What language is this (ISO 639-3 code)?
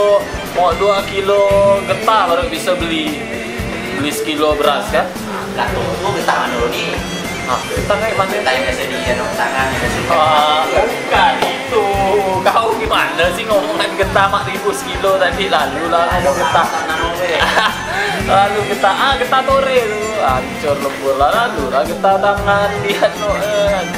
ind